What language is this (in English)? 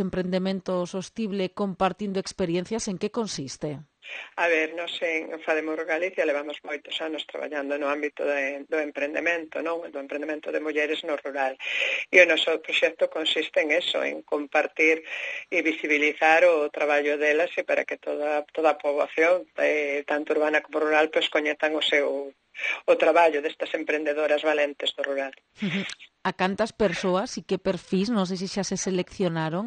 Galician